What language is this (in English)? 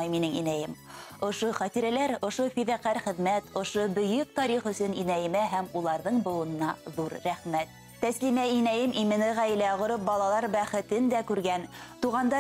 Bashkir